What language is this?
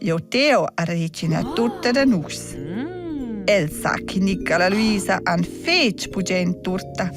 Romansh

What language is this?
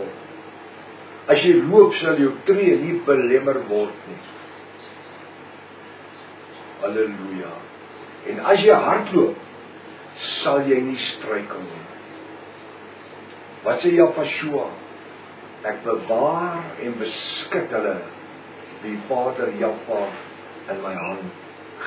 Afrikaans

